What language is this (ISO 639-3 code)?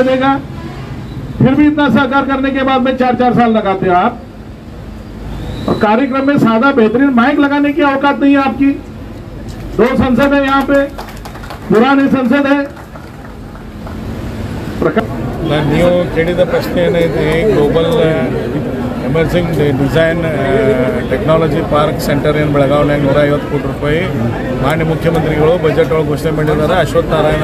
kan